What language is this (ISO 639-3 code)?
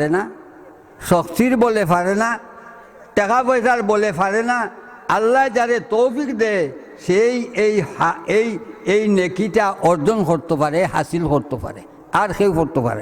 syl